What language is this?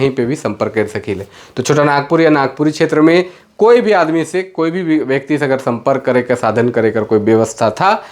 Sadri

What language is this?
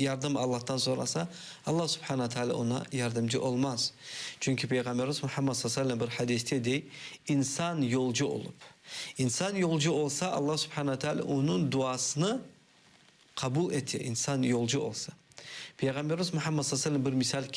Crimean Tatar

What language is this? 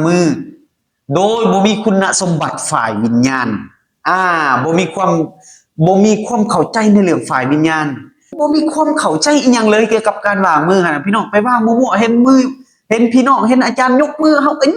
Lao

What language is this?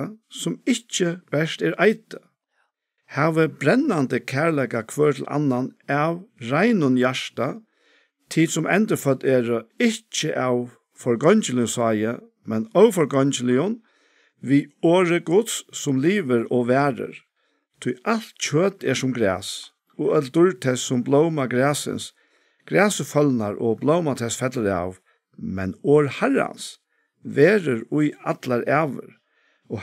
Faroese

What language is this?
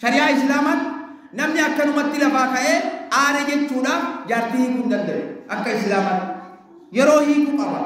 Oromo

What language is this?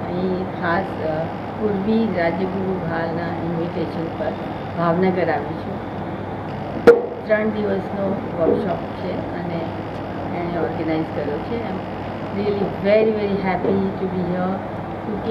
Gujarati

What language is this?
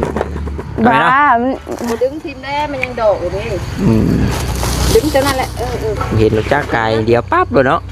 Northeastern Thai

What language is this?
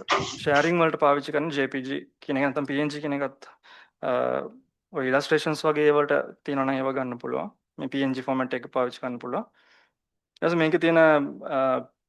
Sinhala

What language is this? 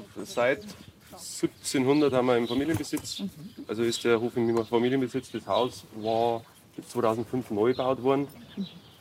German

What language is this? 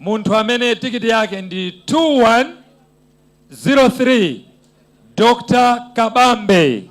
Nyanja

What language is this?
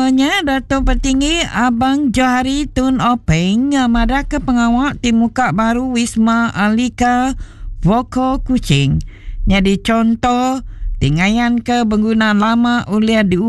Iban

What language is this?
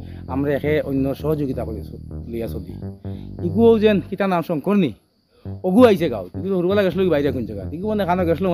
Sylheti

